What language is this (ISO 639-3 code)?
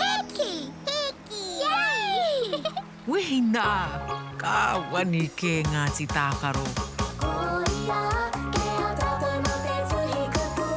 mri